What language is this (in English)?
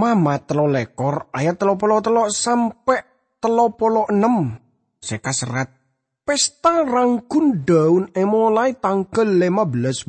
Madurese